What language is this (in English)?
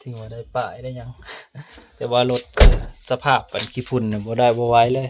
Lao